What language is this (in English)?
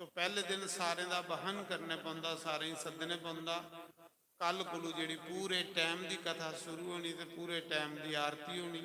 Dogri